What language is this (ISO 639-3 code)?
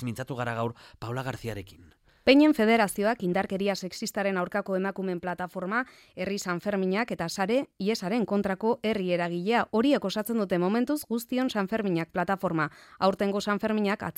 eus